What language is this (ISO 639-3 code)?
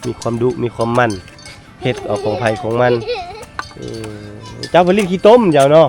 lao